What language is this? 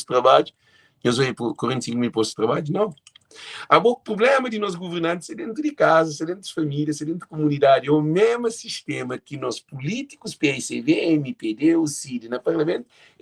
Kabuverdianu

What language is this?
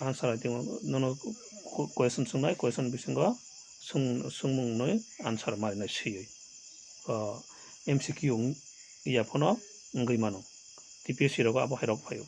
Kok Borok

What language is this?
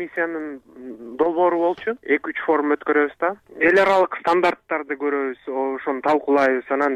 Kyrgyz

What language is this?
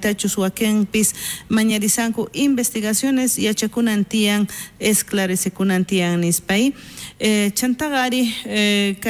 South Bolivian Quechua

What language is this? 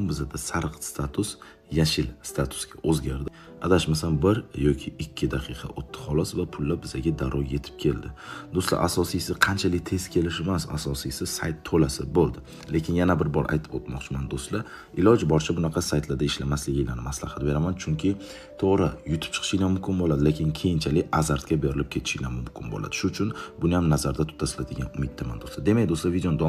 Uzbek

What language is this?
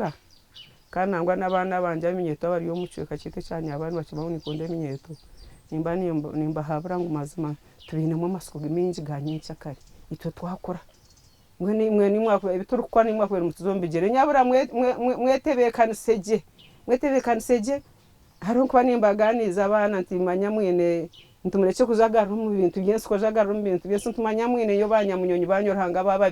Nyankole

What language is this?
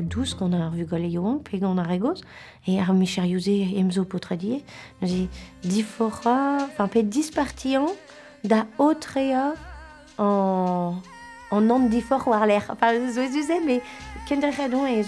Breton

